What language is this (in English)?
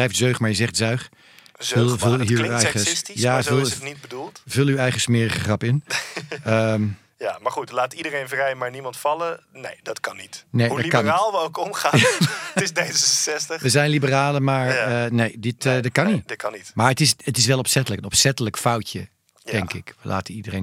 Dutch